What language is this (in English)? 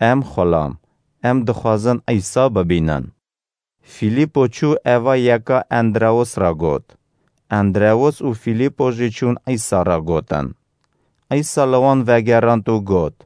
Kurdish